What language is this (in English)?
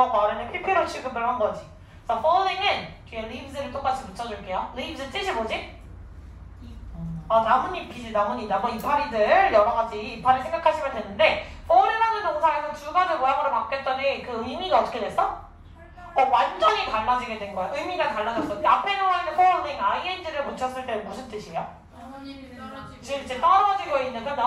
Korean